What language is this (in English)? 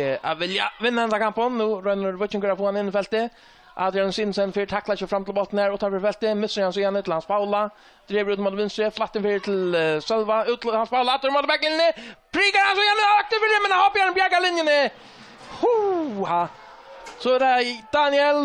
Faroese